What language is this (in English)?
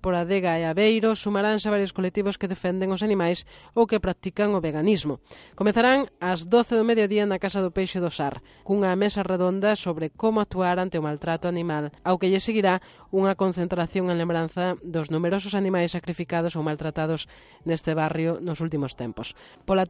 Galician